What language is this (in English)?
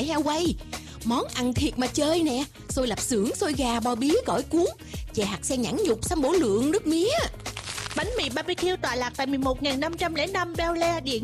Vietnamese